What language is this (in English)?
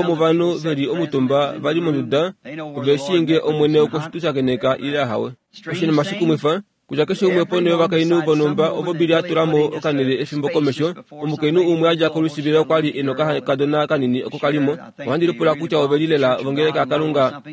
Kuanyama